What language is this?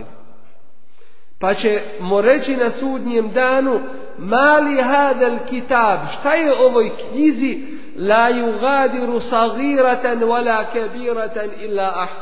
Bosnian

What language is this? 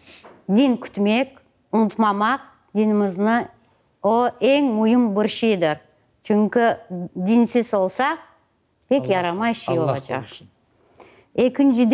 Crimean Tatar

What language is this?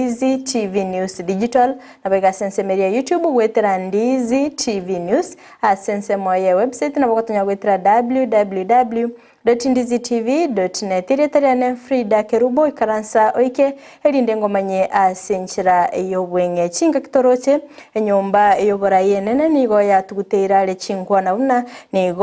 Gusii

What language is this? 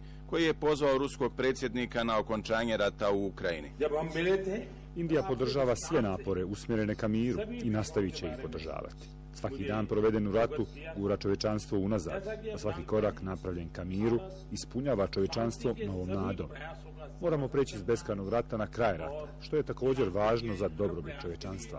Bosnian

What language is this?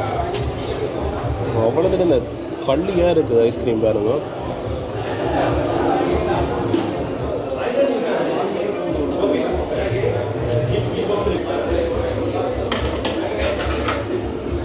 Tamil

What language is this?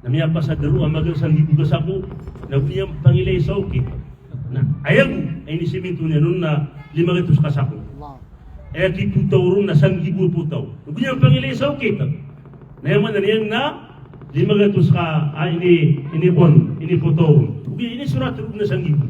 Maranao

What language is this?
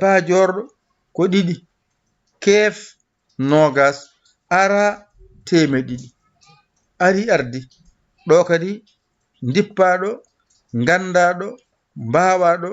Fula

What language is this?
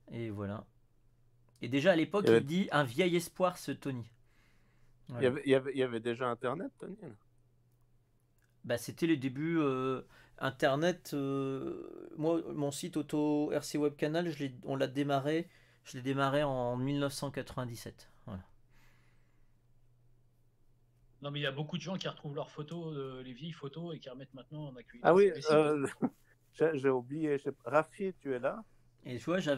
French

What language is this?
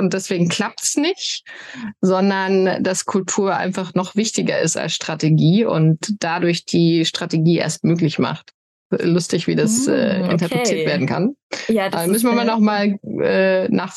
German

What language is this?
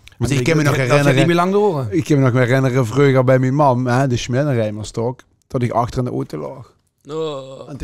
Limburgish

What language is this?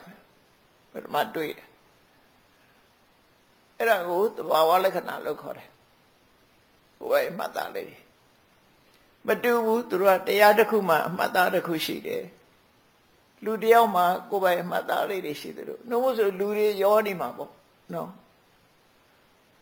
Burmese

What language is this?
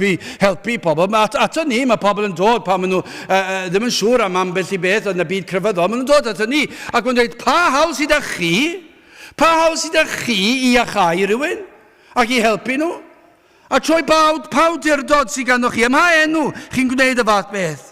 Welsh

